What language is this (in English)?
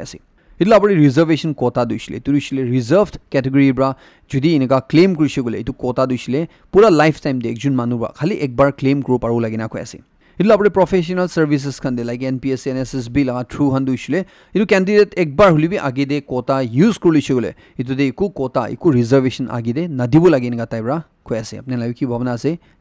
Naga Pidgin